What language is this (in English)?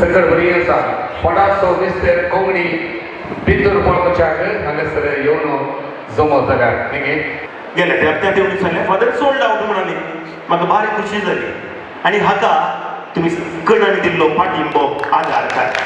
Konkani